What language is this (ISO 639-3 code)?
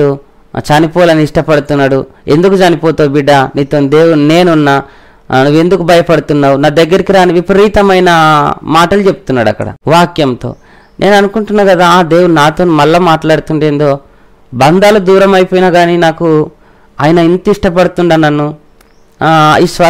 tel